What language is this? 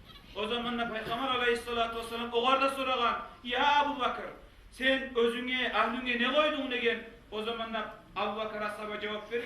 Kumyk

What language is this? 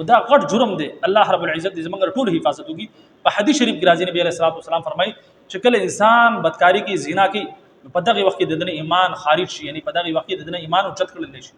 Pashto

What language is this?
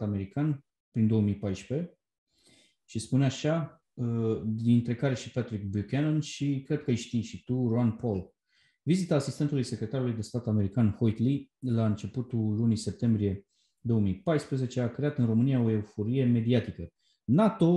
Romanian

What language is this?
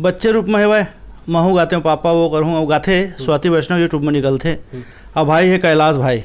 Chhattisgarhi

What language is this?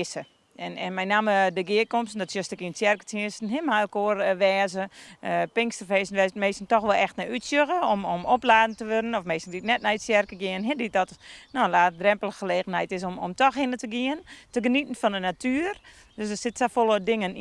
Western Frisian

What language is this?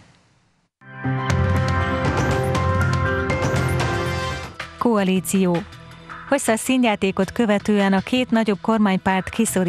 Hungarian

